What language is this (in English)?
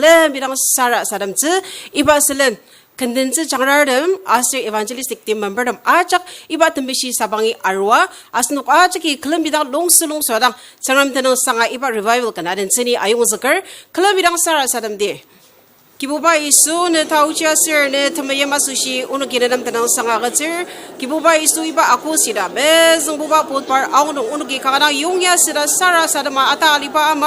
Ao Naga